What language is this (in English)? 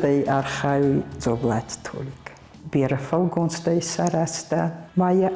Ossetic